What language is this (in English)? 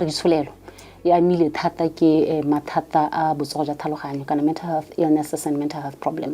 Tswana